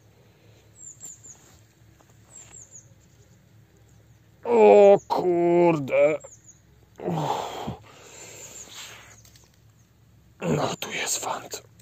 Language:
Polish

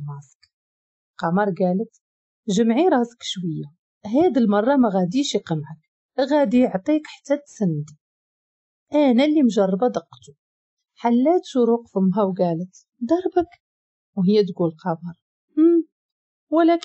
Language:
Moroccan Arabic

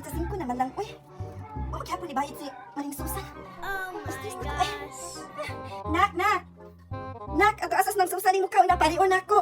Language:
Cebuano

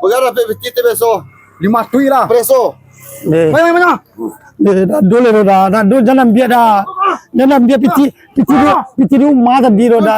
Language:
Minangkabau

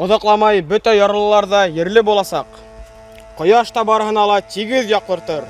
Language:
Bashkir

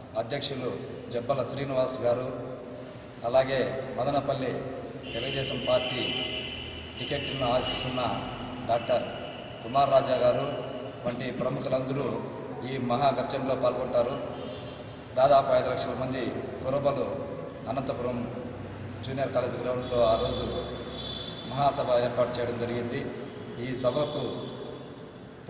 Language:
Telugu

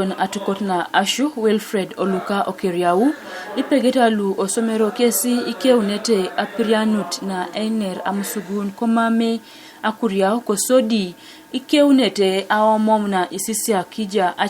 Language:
Teso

